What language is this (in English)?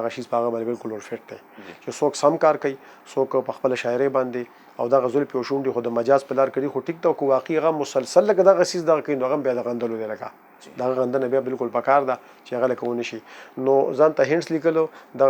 Pashto